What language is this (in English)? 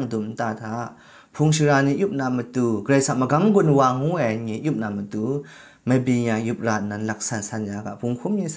Kachin